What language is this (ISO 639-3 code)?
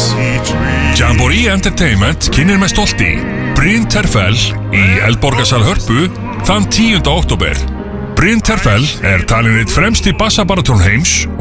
isl